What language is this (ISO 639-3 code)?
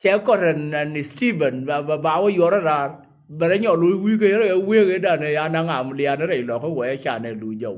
nus